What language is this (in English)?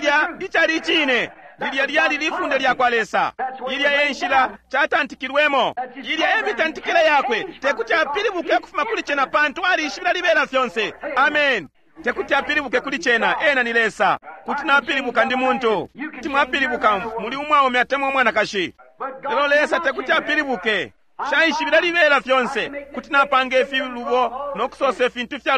Bemba